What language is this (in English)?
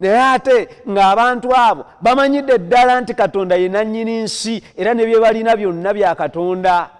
Ganda